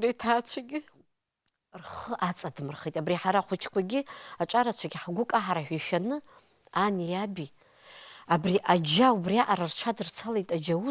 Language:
Abkhazian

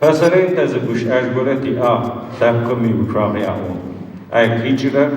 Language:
Adyghe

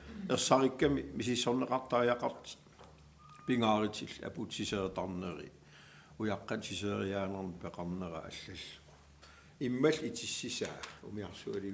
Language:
Kalaallisut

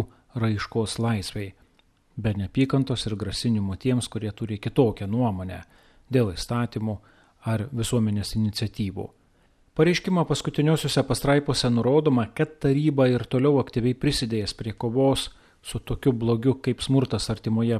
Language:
Lithuanian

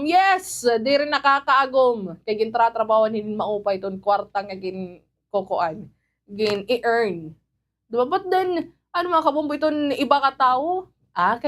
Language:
Waray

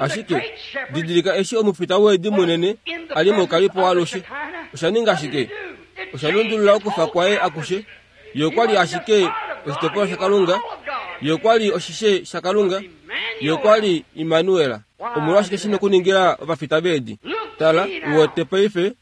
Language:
Kuanyama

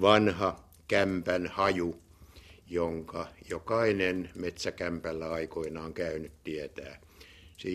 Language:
Finnish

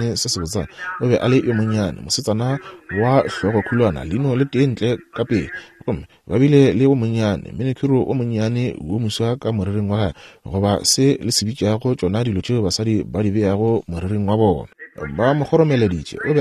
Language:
Northern Sotho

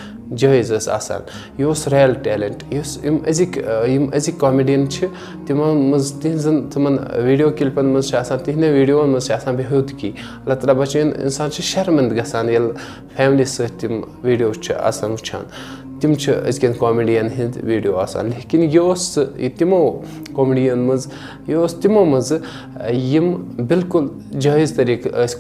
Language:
Kashmiri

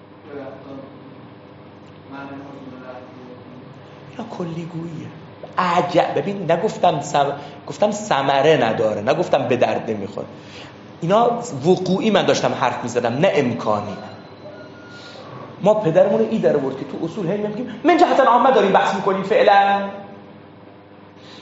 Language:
Persian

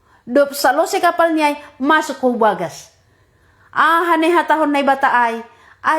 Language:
Batak Simalungun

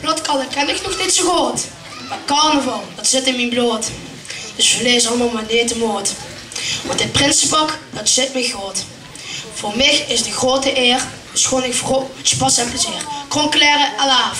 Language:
Limburgish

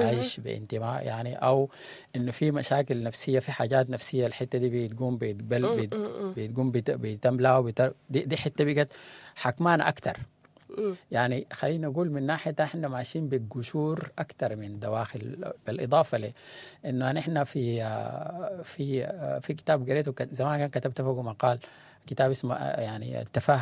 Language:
Sudanese Arabic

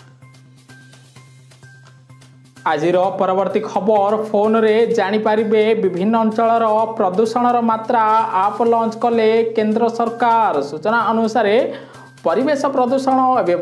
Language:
Odia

